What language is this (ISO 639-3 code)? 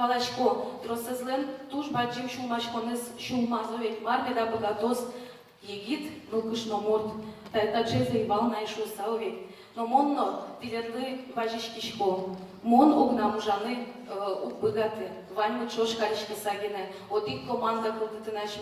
udm